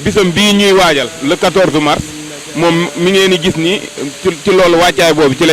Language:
Wolof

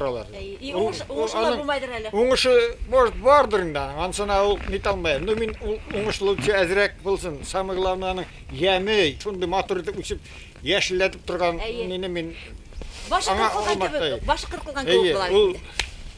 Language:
Bashkir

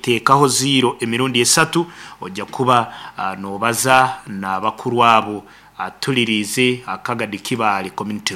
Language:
Nyankole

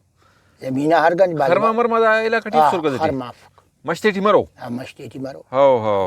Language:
Brahui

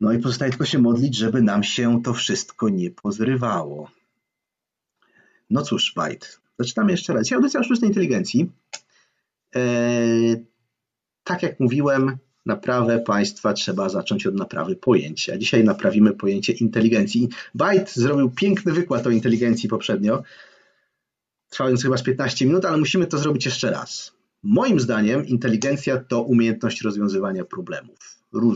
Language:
Polish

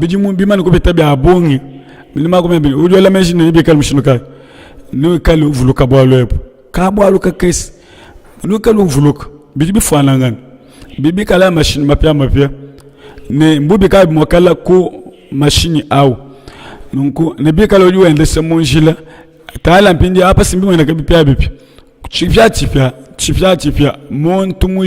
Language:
Luba-Lulua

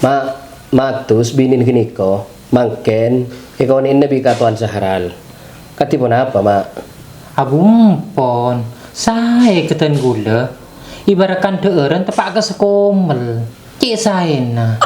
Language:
Madurese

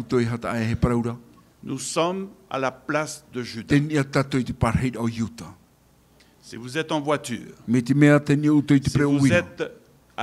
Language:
Tahitian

